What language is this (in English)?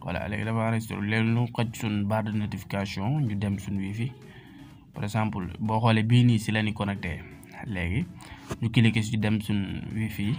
Wolof